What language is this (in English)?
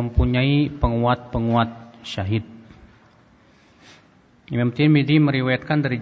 Indonesian